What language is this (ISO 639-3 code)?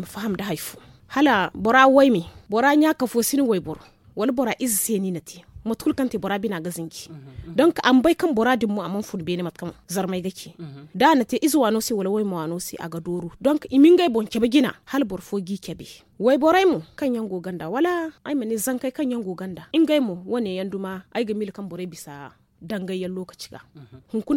dje